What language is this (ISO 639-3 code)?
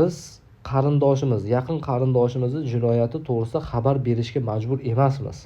uzb